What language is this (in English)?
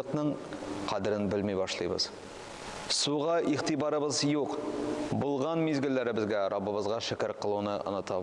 Tatar